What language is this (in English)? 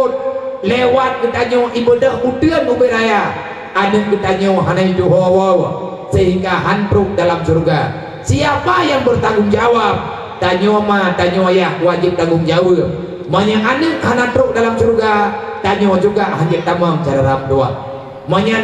Achinese